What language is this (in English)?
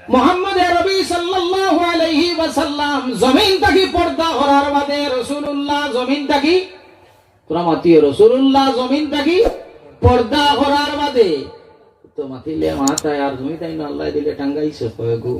Sylheti